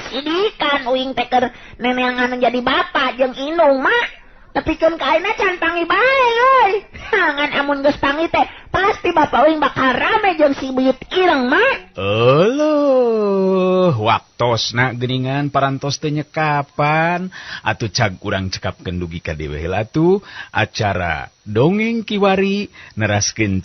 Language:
Sundanese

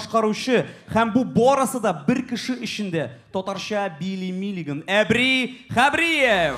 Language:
Tatar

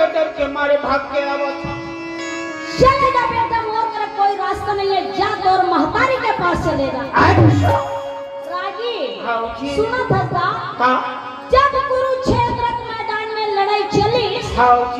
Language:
Chhattisgarhi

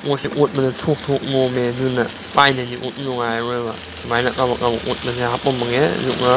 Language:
Manipuri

